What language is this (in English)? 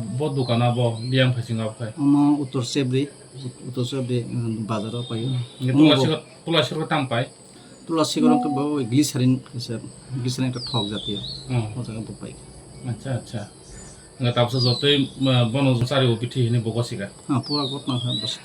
Kok Borok